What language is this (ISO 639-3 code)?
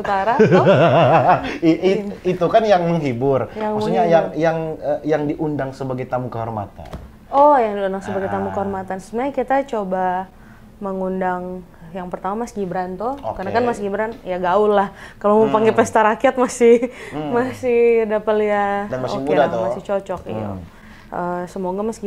xmm